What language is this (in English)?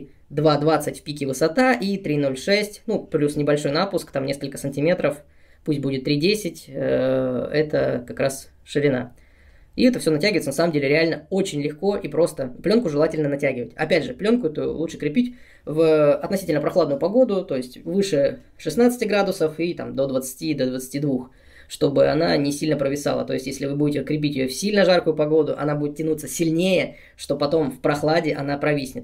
Russian